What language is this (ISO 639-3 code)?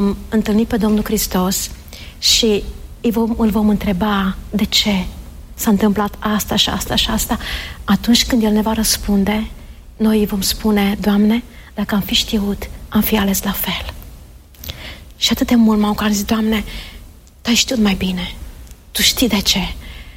ron